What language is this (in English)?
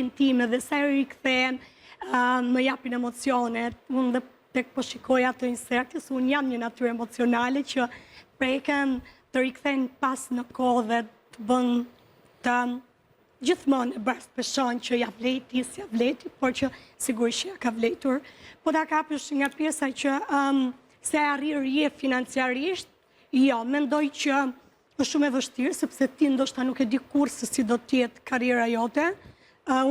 Albanian